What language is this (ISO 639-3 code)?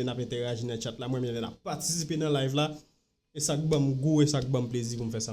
hat